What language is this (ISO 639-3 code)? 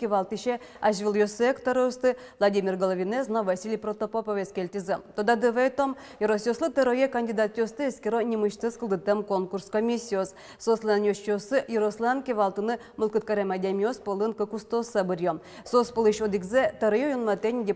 udm